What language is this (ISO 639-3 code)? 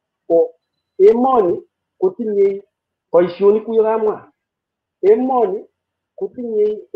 kln